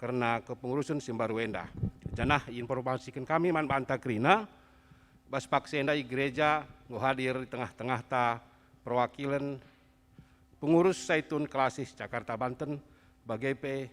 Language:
Batak Karo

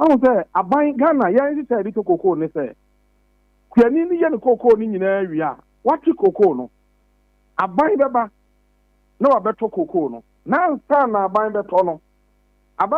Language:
Akan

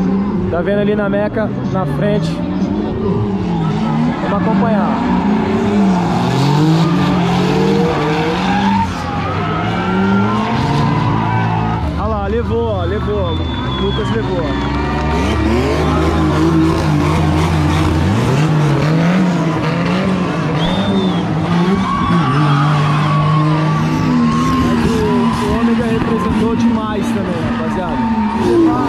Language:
Portuguese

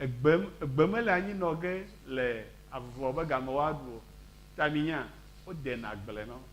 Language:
Ewe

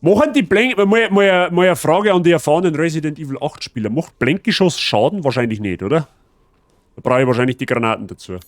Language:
Bavarian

